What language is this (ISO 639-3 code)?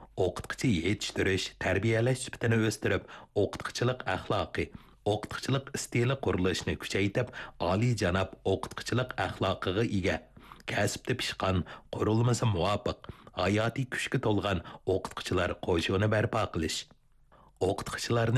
uig